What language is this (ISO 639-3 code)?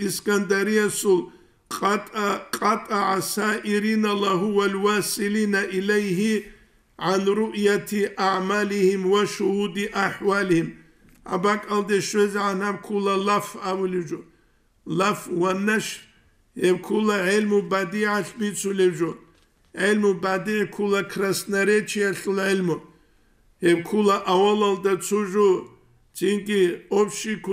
ava